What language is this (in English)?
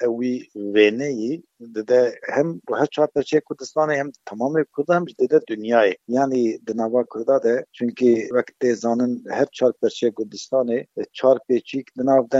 Kurdish